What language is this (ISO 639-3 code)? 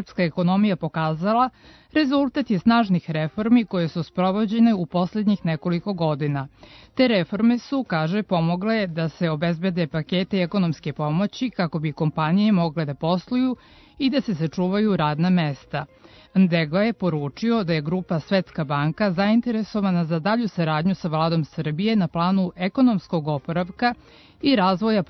srp